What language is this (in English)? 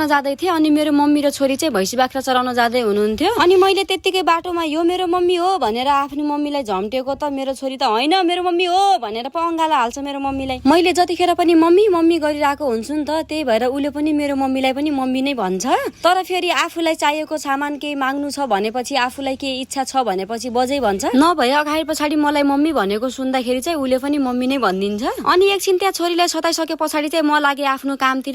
Nepali